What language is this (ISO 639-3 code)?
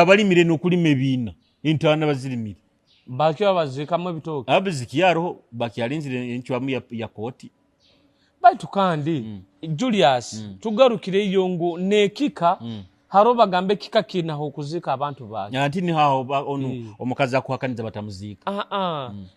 nyo